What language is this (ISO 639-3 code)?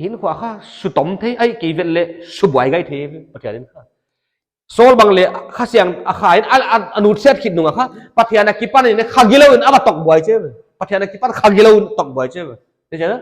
pck